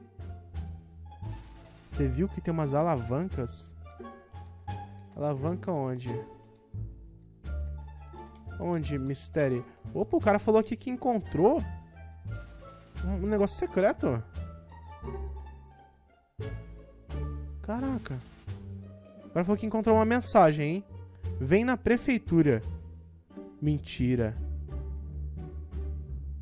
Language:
Portuguese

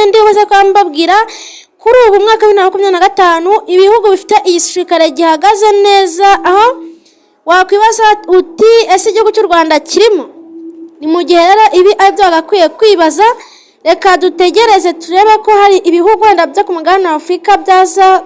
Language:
Kinyarwanda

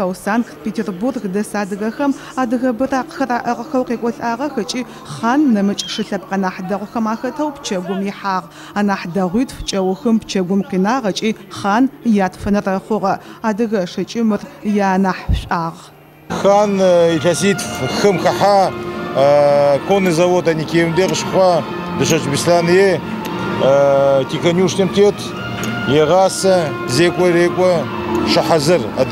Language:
Adyghe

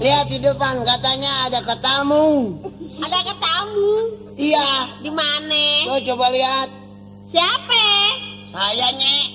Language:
Betawi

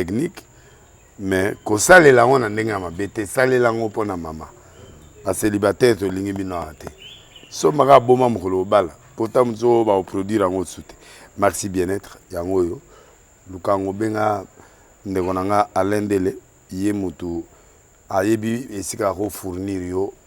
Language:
Lingala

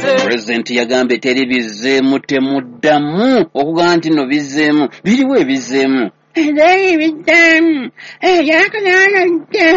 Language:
Ganda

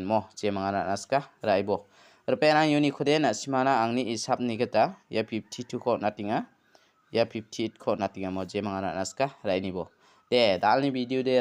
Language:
Garo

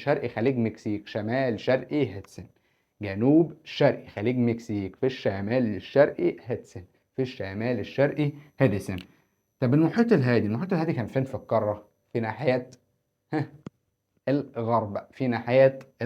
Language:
Egyptian Arabic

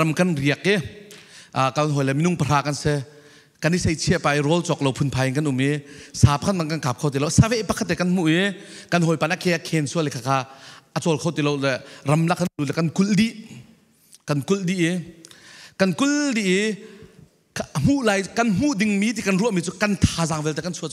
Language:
Falam Chin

